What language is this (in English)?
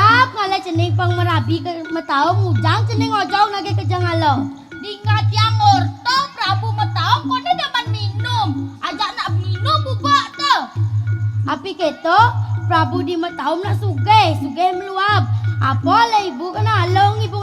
Balinese